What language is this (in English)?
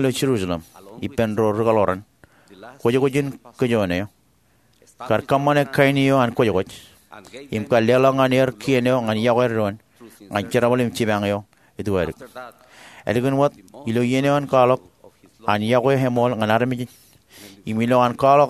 Marshallese